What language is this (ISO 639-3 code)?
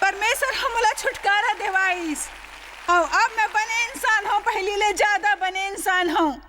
hne